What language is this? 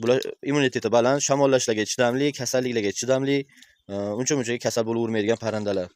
Uzbek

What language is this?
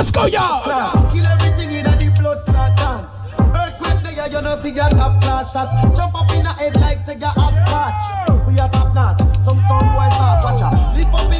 Jamaican Creole English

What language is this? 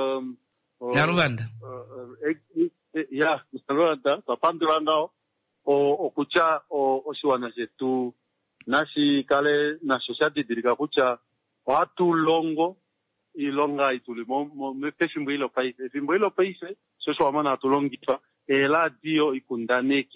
Kuanyama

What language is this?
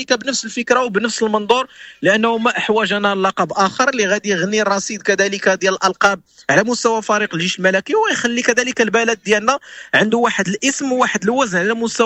Moroccan Arabic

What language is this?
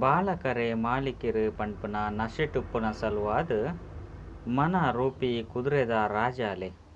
Tulu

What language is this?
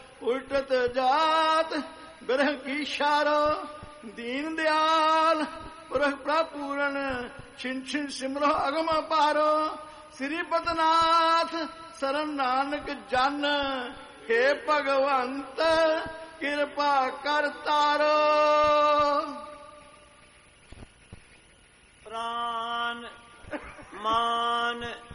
Punjabi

